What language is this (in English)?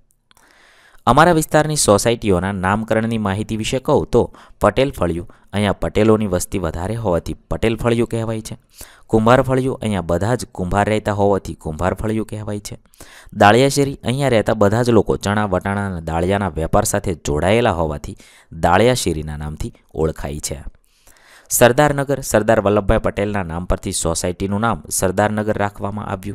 Gujarati